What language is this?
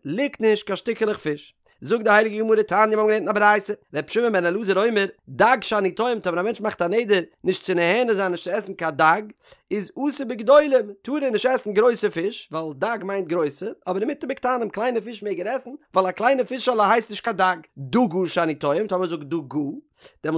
Yiddish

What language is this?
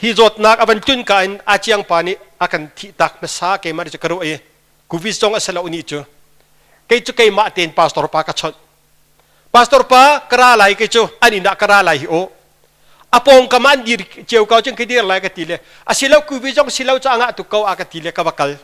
Hakha Chin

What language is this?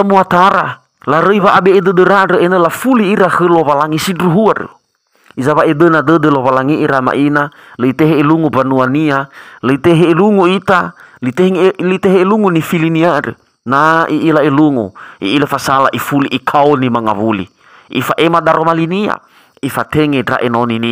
Nias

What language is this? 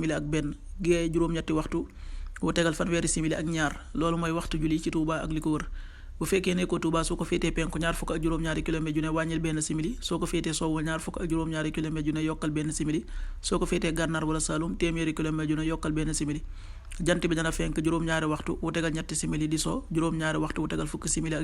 Wolof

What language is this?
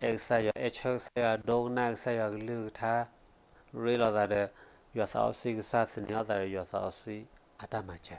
S'gaw Karen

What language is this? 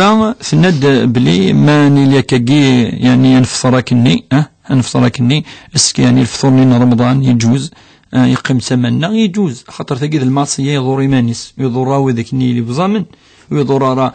Kabyle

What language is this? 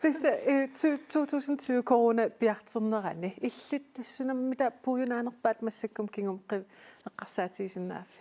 Kalaallisut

